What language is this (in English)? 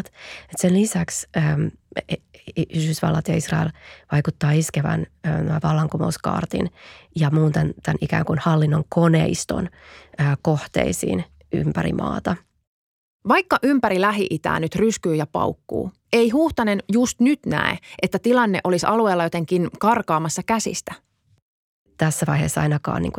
Finnish